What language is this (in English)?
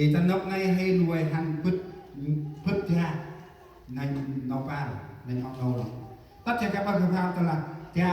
Central Mnong